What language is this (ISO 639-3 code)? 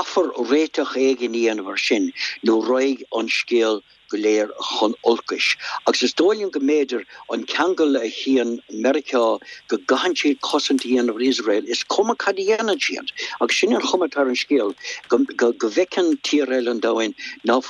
gle